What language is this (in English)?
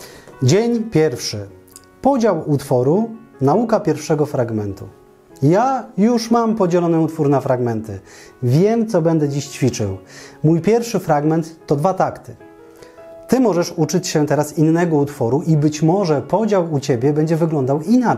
Polish